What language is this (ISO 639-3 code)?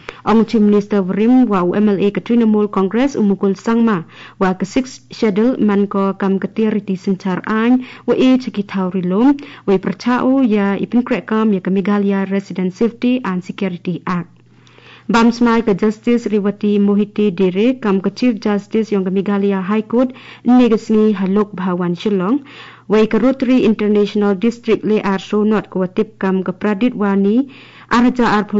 grt